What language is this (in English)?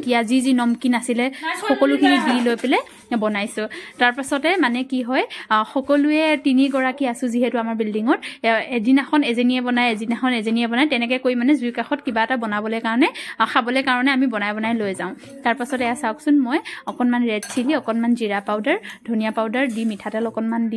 Assamese